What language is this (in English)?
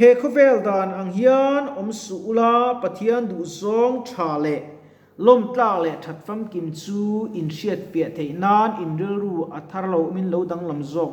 Mizo